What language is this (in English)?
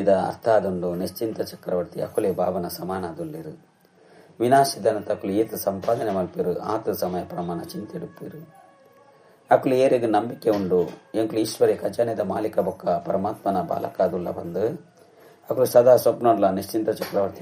Tulu